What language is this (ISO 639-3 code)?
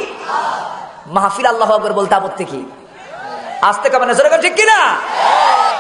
ben